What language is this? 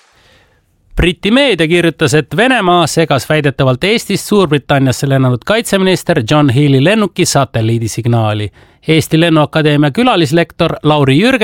Estonian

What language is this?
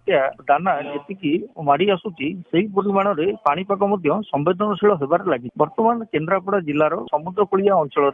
Odia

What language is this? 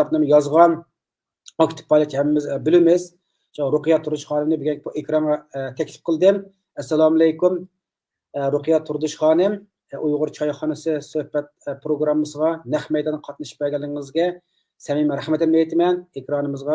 Uyghur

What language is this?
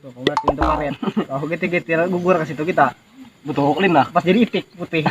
Banjar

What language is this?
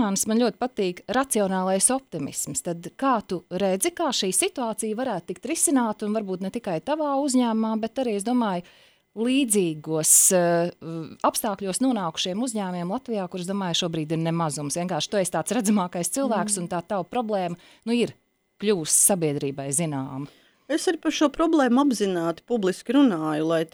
Latvian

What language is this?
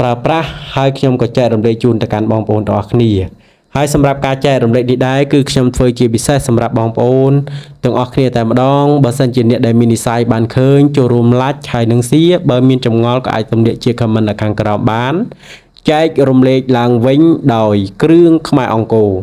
Khmer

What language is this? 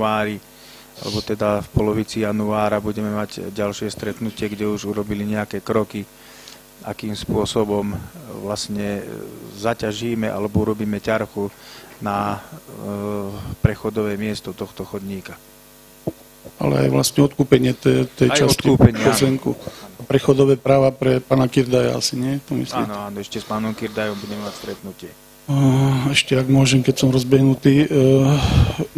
Slovak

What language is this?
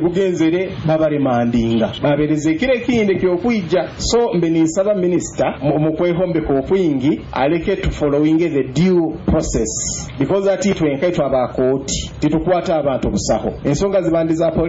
Nyoro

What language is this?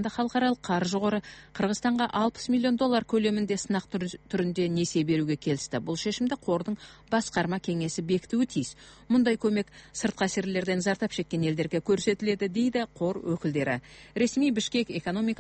Kazakh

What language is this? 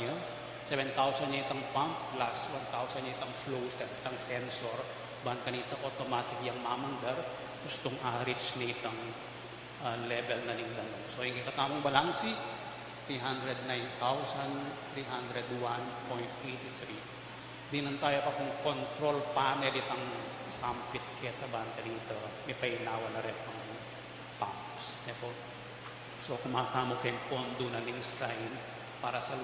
Pampanga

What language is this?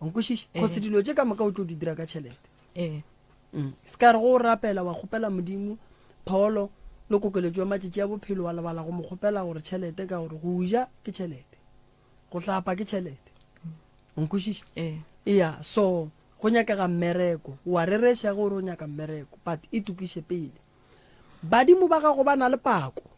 Northern Sotho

